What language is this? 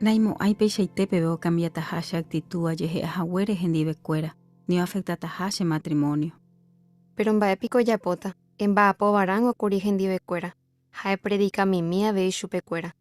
Guarani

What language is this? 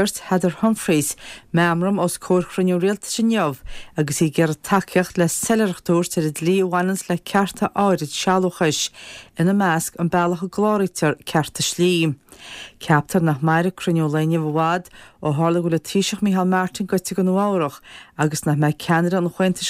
Irish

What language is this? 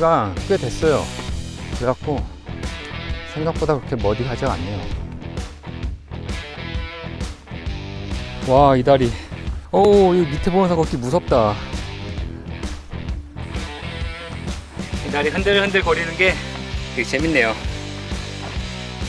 Korean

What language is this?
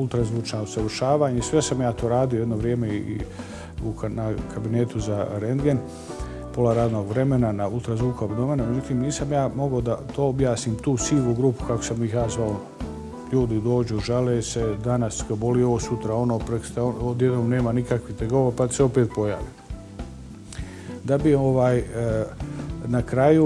Bosnian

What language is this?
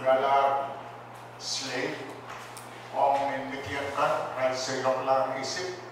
Pohnpeian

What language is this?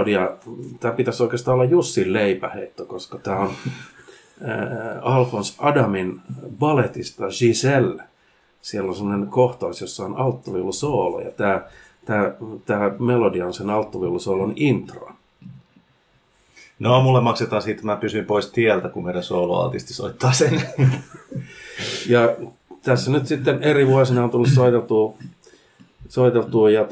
Finnish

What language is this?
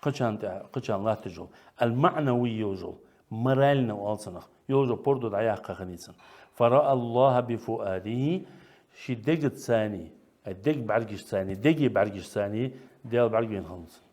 Ingush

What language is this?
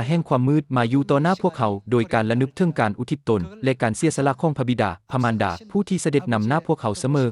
Lao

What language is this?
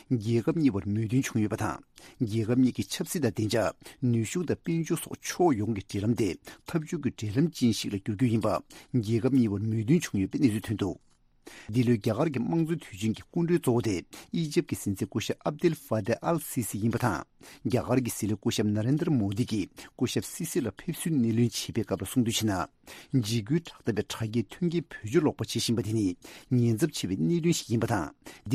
Tibetan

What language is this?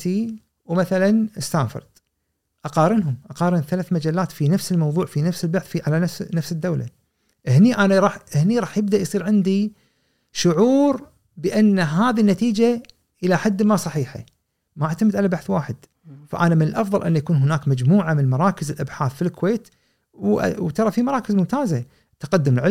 Gulf Arabic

